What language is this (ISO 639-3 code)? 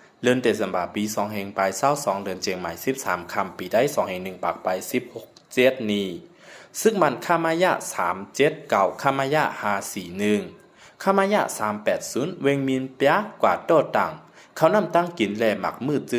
shn